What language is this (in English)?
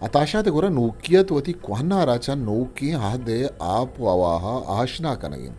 Eastern Balochi